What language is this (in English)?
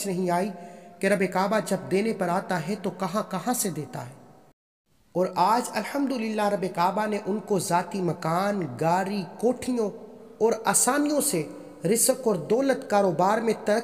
Urdu